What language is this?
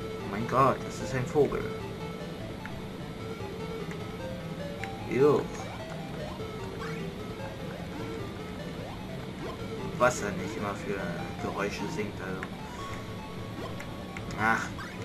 German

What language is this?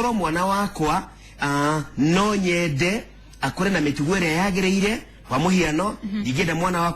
Kikuyu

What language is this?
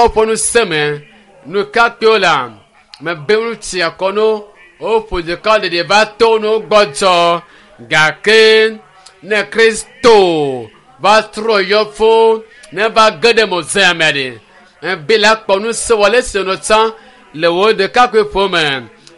Ewe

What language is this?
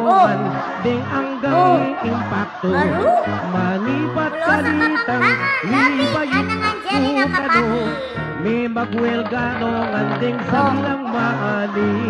Pampanga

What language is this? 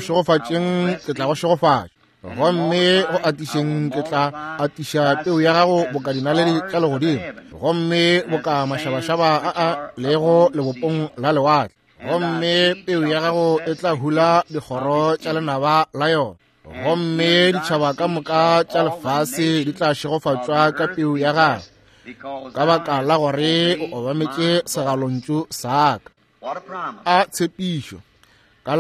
Northern Sotho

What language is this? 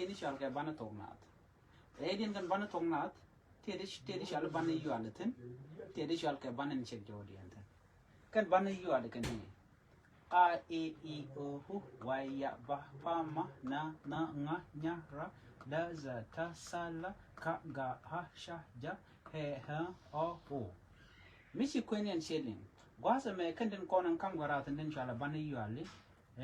Nuer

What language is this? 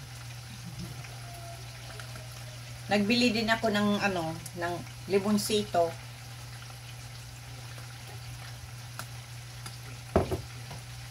Filipino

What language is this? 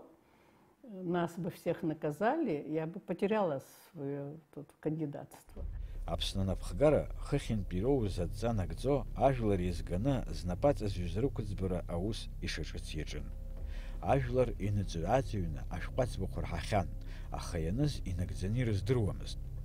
Abkhazian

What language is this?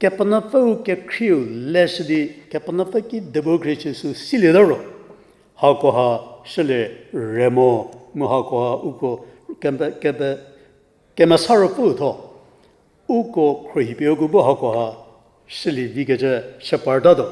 Angami Naga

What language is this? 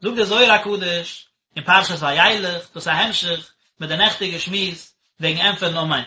Yiddish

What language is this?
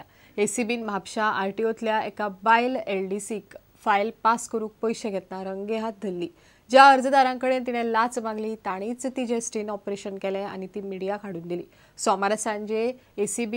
Konkani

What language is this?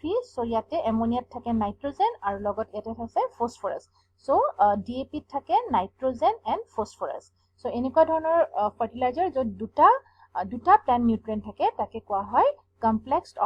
Assamese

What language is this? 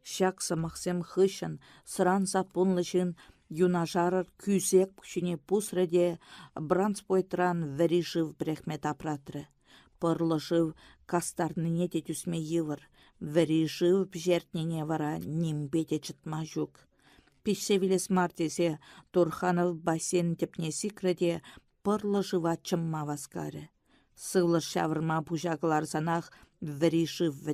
Chuvash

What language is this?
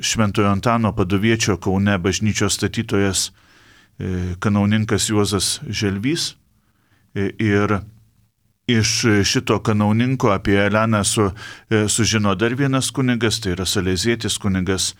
Lithuanian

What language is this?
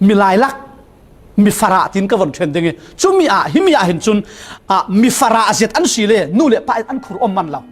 Falam Chin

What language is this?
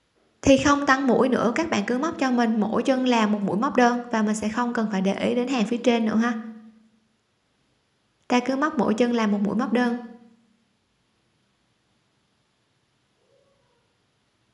Vietnamese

